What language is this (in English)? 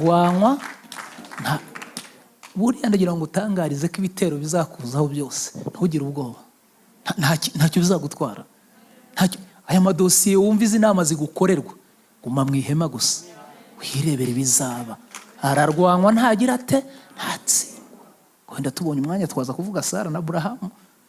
Kinyarwanda